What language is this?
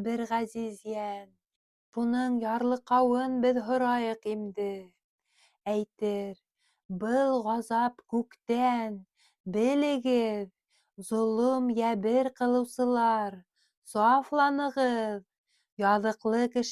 Bashkir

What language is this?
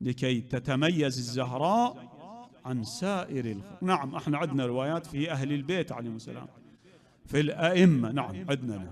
Mesopotamian Arabic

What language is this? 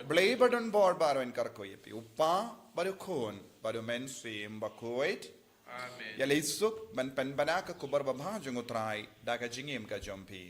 Khasi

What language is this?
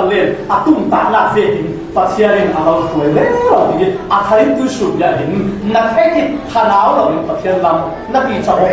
Falam Chin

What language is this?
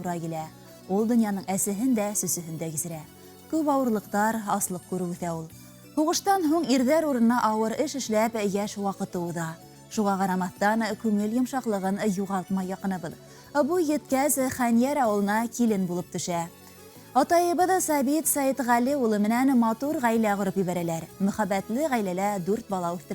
Bashkir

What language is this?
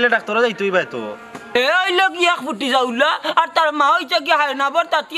Sylheti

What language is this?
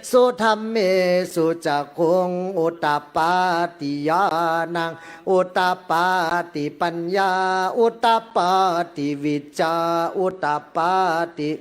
Pali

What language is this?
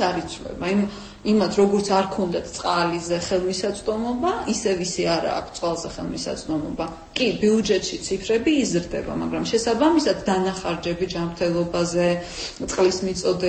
Georgian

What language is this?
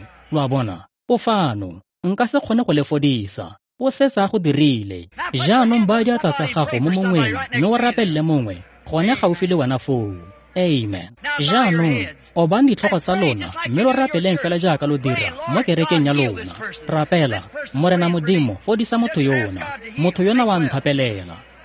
Tswana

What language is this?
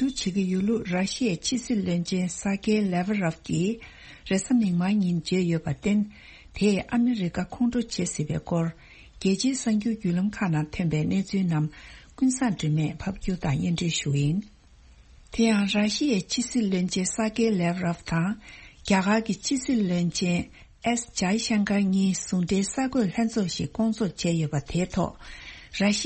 Tibetan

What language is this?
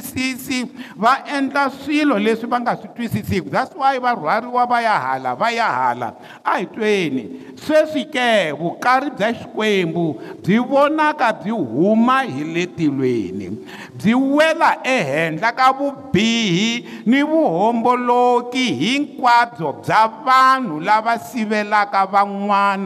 Tsonga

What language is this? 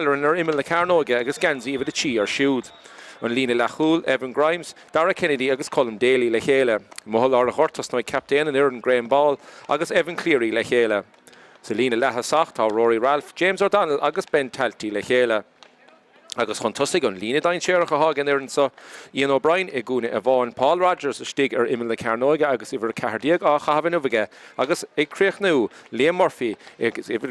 Irish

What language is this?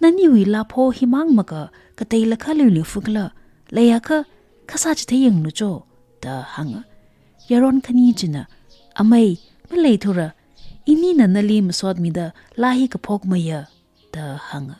Tangkhul Naga (India)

